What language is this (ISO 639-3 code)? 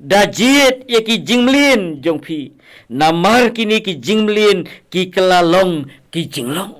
kha